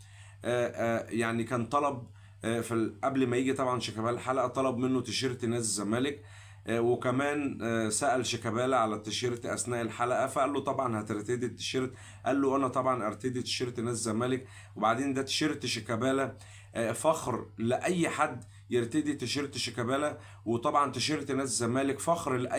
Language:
Egyptian Arabic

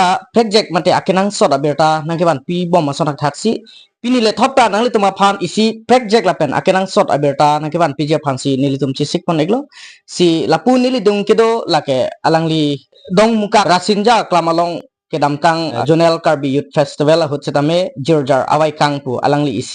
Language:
Karbi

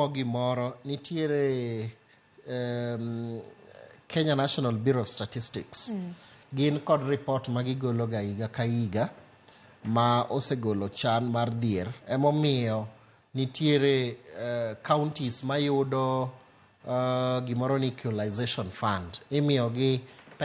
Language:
Luo (Kenya and Tanzania)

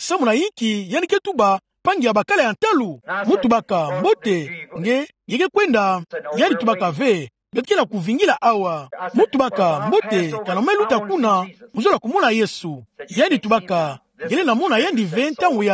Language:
Kituba (Democratic Republic of Congo)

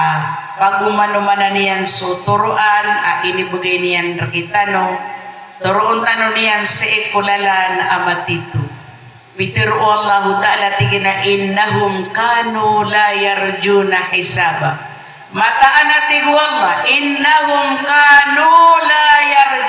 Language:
Maranao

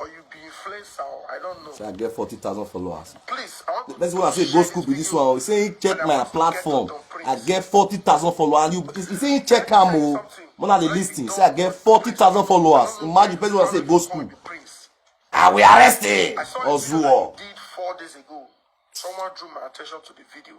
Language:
Nigerian Pidgin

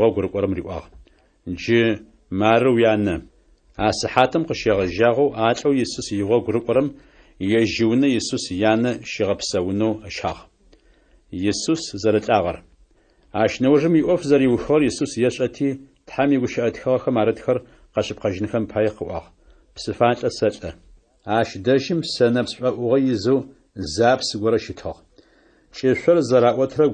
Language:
Adyghe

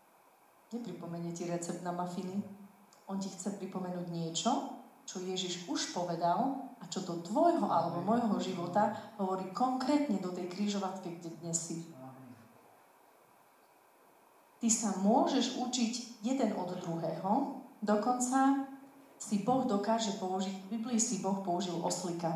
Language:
Slovak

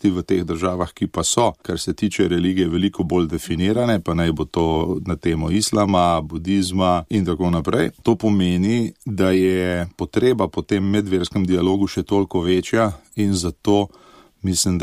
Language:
Slovenian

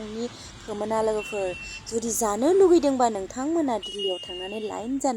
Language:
Bodo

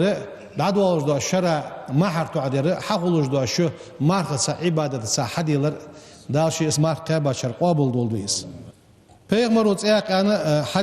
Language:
Ingush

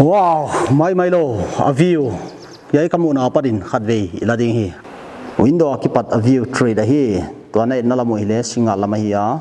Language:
Paite Chin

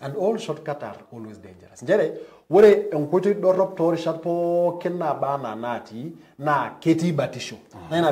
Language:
Masai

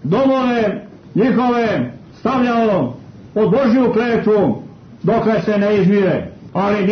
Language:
Croatian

